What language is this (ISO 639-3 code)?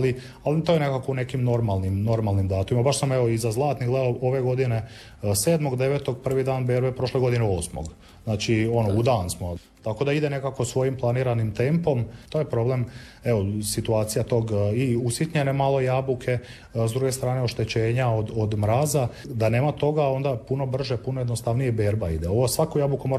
hrv